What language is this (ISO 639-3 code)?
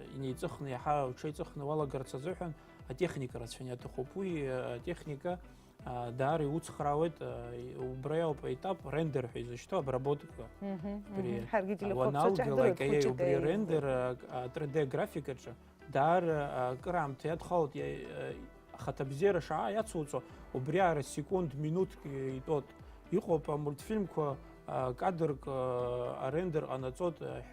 abk